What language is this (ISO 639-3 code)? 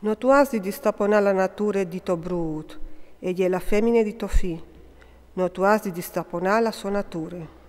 fur